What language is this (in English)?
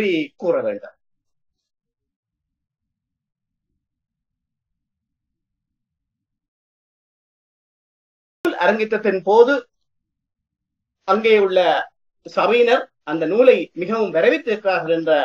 Tamil